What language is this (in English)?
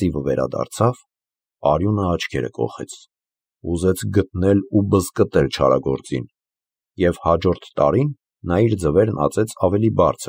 Armenian